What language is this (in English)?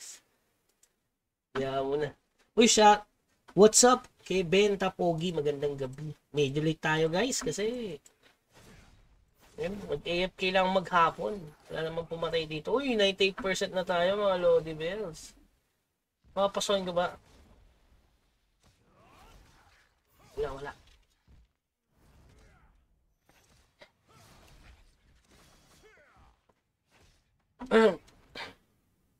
Filipino